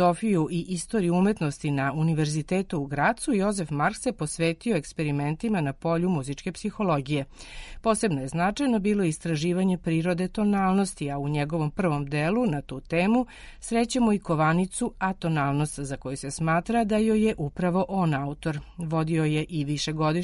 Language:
Serbian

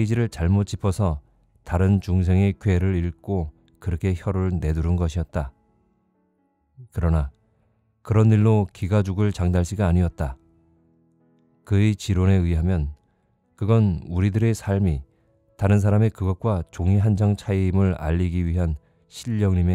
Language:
Korean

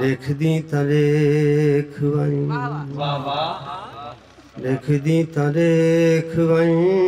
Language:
Saraiki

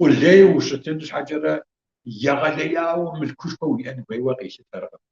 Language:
Kabardian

